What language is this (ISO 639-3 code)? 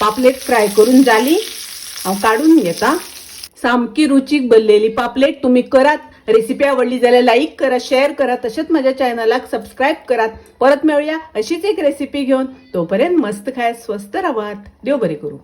kok